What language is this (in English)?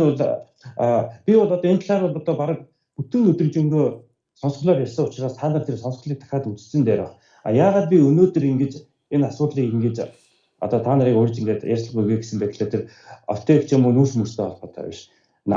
Mongolian